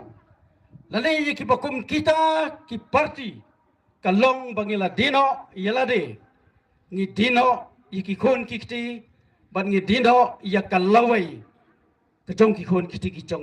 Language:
Khasi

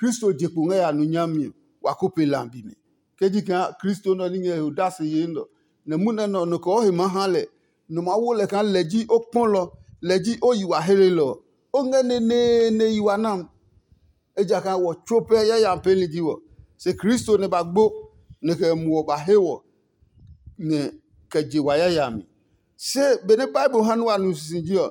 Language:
Adangme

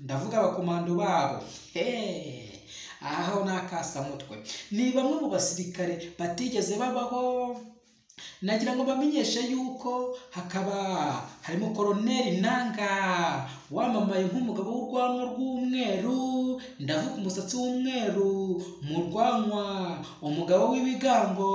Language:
Kinyarwanda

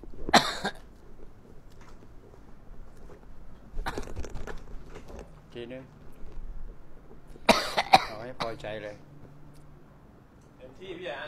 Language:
Thai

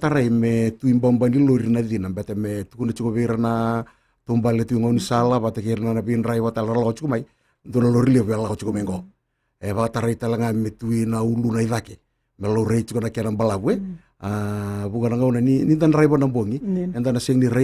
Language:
Fijian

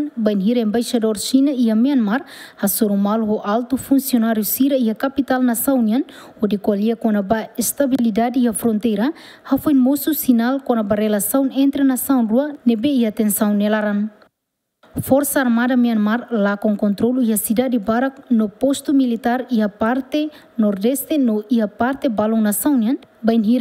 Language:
Tetum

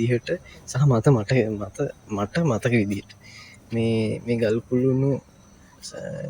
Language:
Sinhala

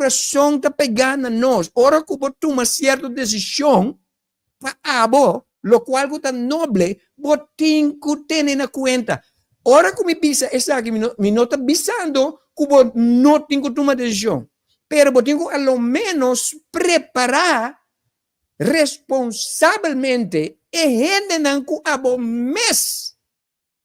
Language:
Papiamento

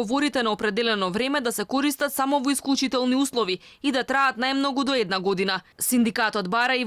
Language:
Macedonian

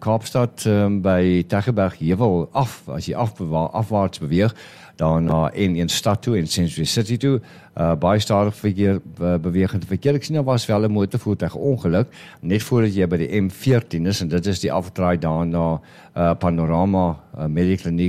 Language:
Afrikaans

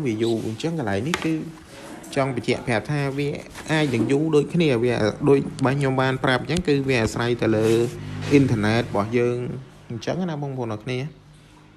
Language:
Khmer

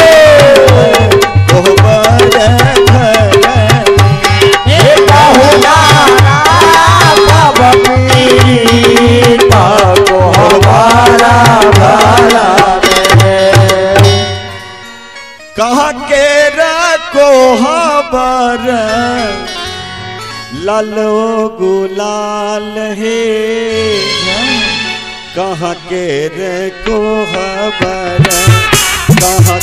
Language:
Bhojpuri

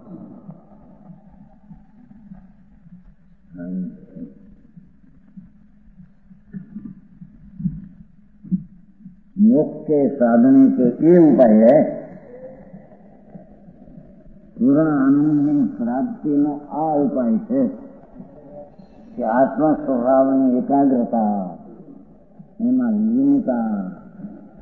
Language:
Gujarati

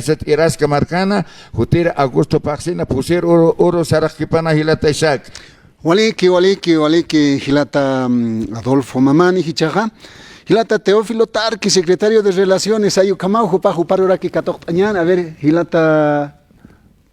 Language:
Aymara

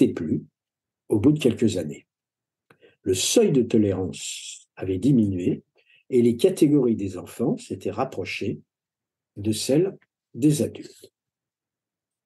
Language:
French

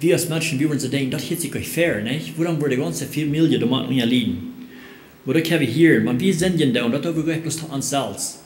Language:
Plautdietsch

